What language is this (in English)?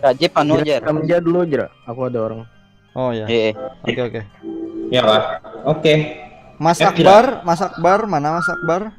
Banjar